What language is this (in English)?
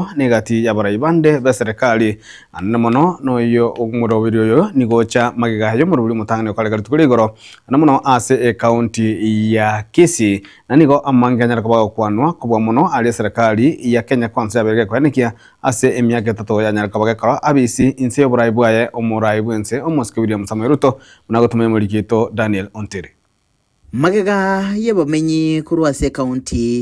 Gusii